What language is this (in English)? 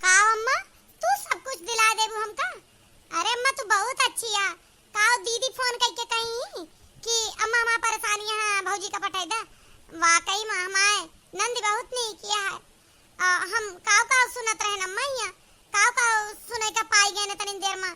Awadhi